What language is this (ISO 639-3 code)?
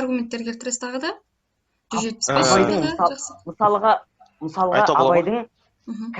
kaz